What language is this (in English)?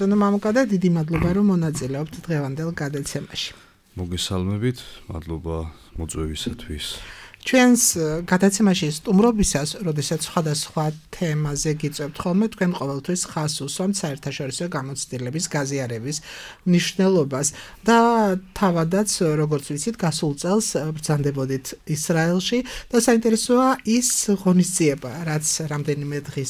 Georgian